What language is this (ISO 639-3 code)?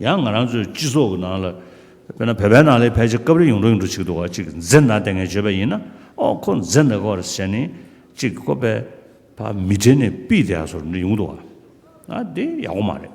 bod